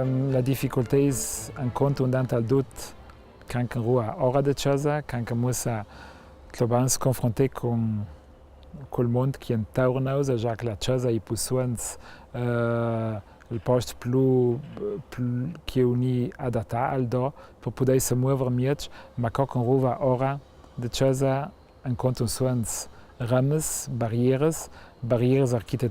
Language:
Ladin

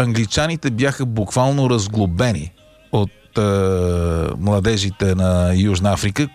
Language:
Bulgarian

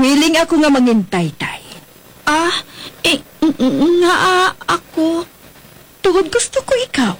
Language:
Hiligaynon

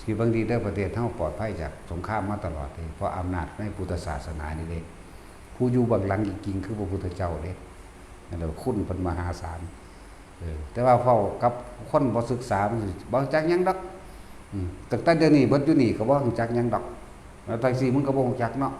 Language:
Northeastern Thai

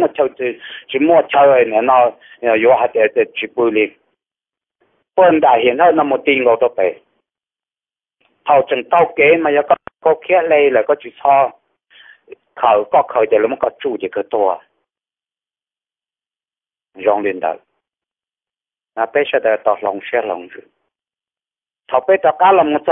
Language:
Vietnamese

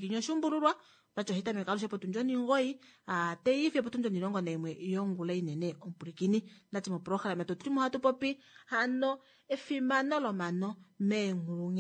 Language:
Kuanyama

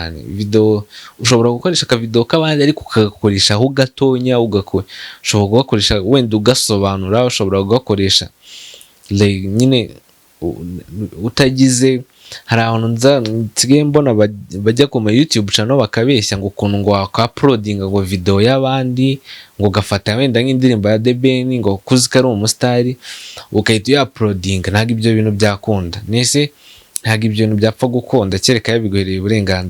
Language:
Kinyarwanda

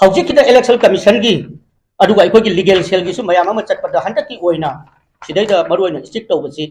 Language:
Manipuri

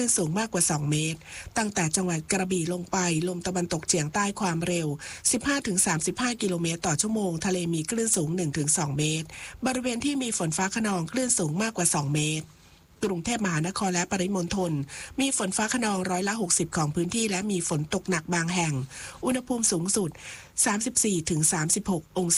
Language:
Thai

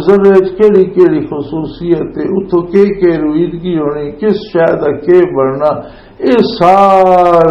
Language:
Western Panjabi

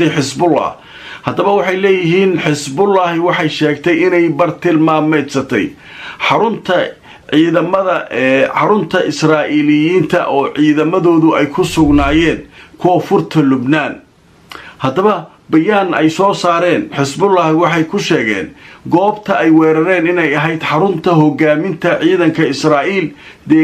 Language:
Somali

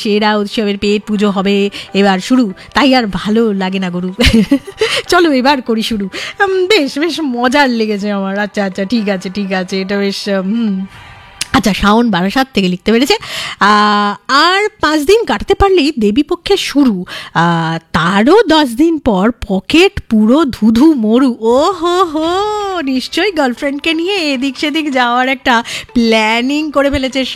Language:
Bangla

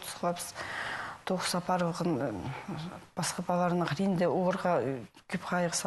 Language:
Khakas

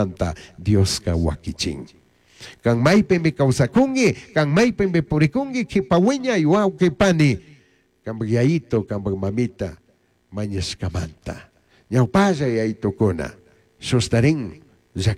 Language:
Chimborazo Highland Quichua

